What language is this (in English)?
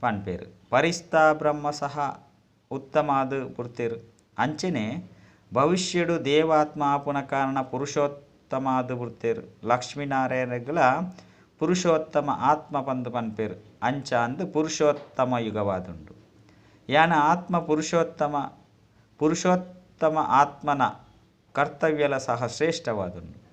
Tulu